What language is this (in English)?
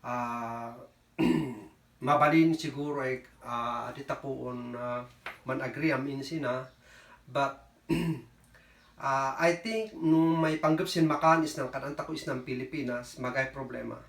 Kankanaey